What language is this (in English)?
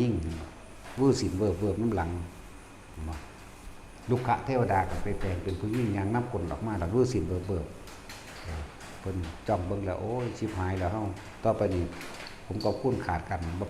Northeastern Thai